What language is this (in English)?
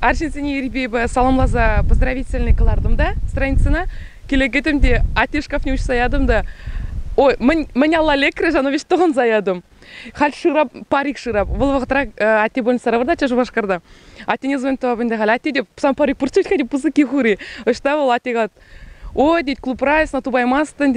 Chuvash